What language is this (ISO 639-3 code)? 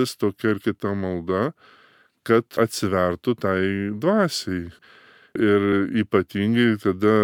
lit